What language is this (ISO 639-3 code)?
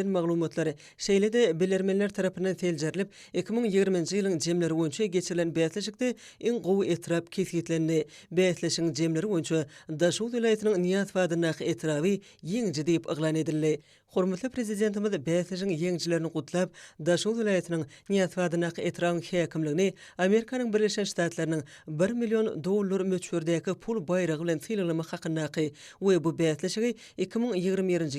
tuk